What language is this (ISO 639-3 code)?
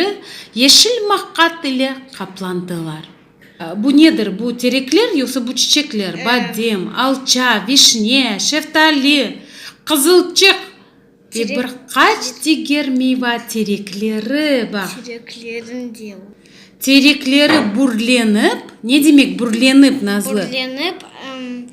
crh